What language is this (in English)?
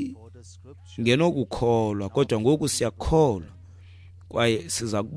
Xhosa